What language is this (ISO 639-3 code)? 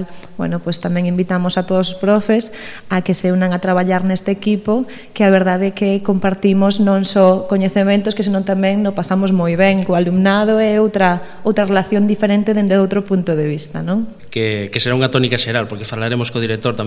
glg